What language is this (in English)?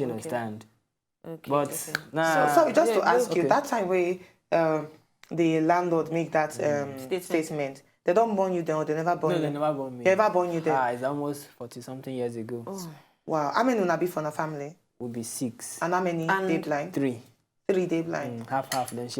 Nigerian Pidgin